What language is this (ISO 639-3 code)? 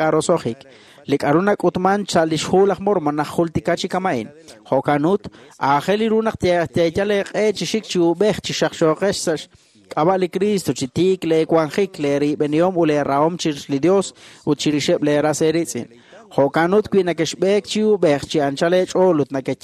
kek